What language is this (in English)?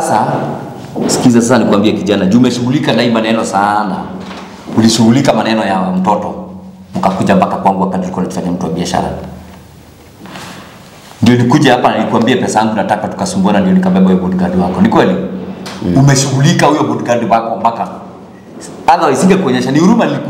Swahili